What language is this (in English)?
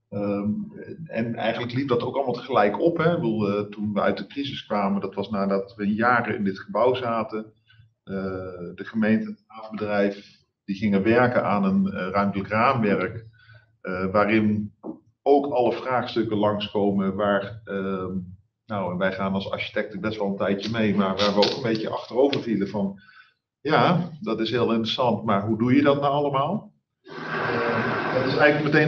Dutch